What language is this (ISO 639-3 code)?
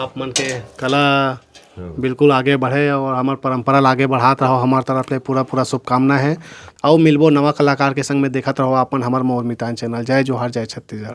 hne